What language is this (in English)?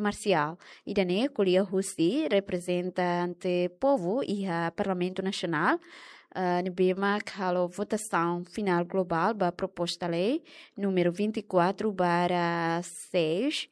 Tetum